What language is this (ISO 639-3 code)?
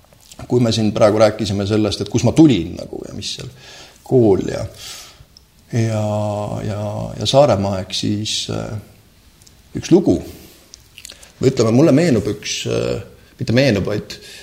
est